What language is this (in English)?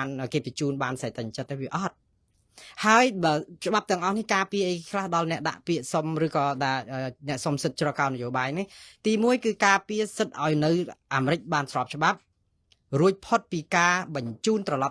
Khmer